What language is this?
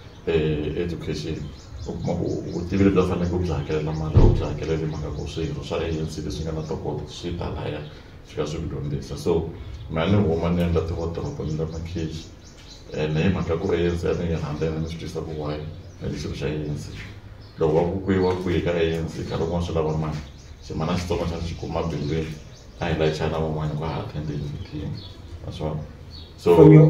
Tsonga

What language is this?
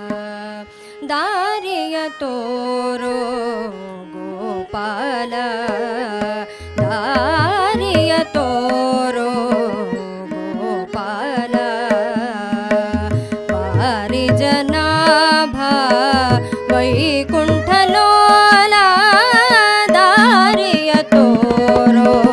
Kannada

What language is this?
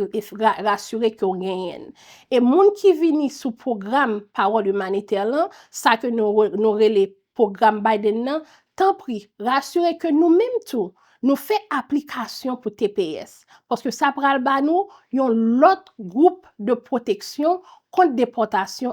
Haitian Creole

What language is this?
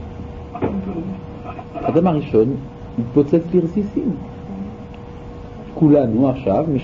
Hebrew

